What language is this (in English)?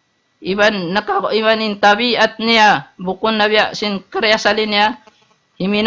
Tausug